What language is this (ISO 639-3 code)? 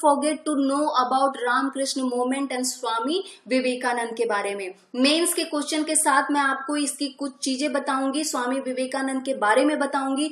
hin